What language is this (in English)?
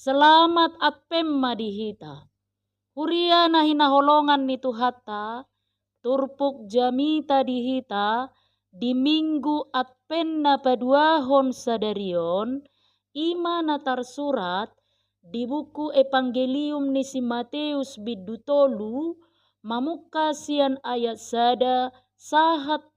Batak Toba